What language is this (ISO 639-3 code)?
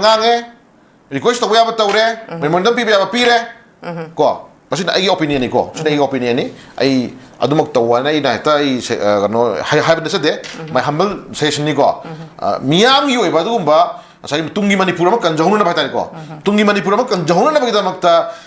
mni